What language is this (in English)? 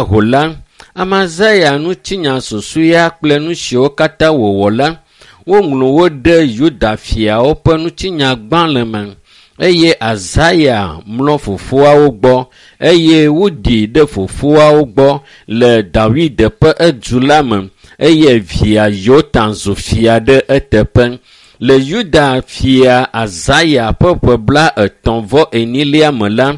Ewe